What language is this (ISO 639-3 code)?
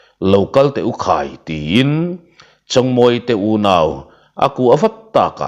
lus